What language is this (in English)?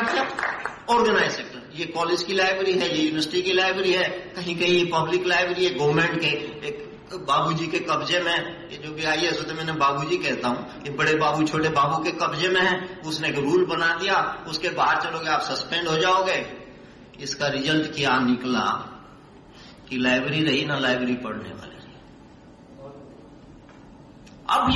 Hindi